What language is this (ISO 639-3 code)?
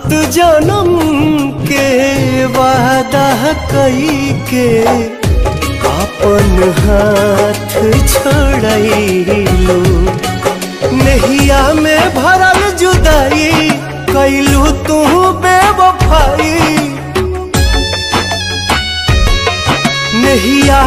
bho